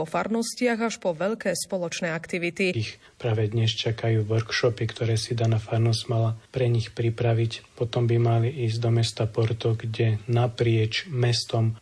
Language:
Slovak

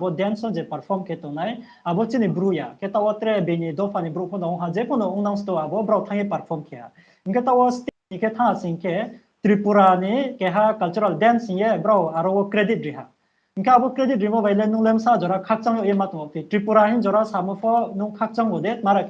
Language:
Riang (India)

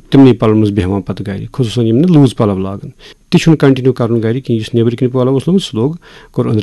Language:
Kashmiri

